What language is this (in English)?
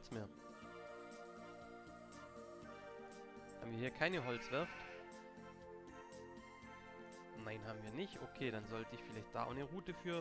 German